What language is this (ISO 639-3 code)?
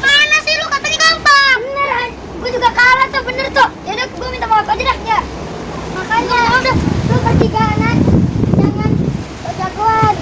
bew